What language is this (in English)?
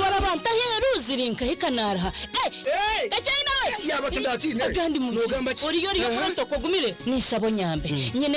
Nyankole